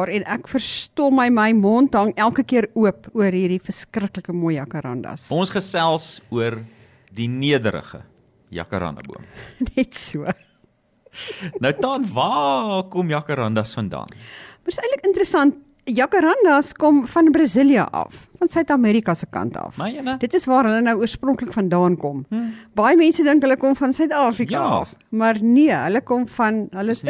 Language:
Afrikaans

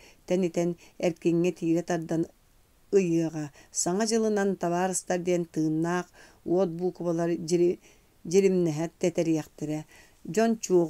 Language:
Yakut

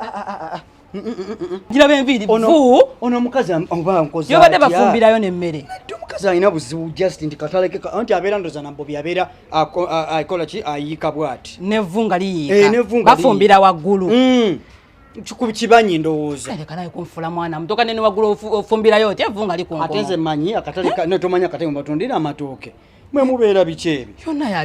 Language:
Ganda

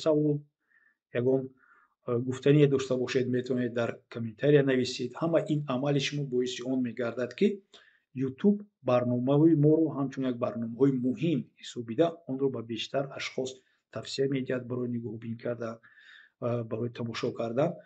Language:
Tajik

